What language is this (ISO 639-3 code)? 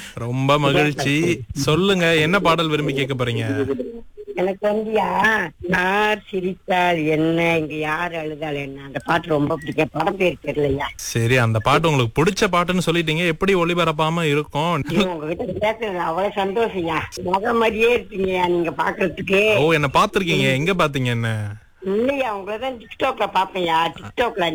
tam